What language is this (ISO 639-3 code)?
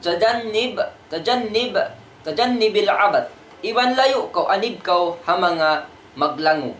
tsg